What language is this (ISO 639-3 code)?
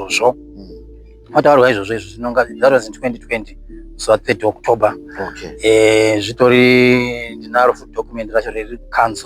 sna